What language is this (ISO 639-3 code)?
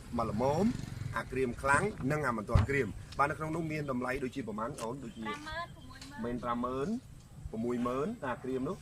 khm